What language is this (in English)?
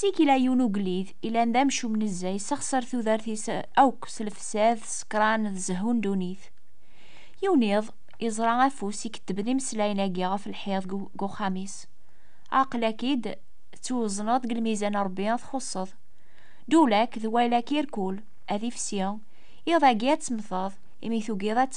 Kabyle